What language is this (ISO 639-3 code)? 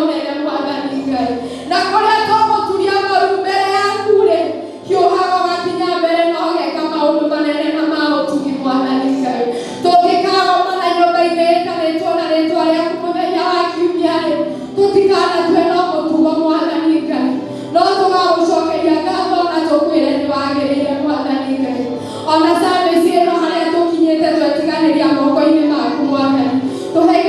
kik